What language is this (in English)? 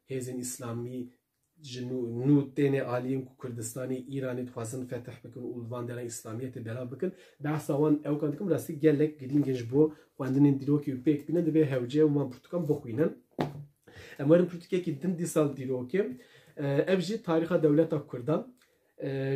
Kurdish